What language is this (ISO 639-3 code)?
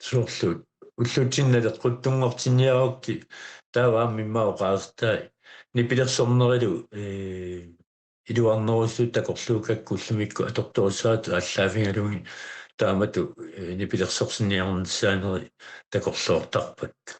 kal